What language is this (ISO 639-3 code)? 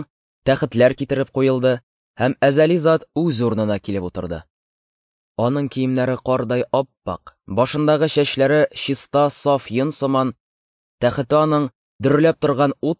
tat